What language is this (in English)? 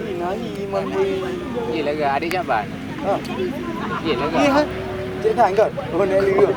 Achinese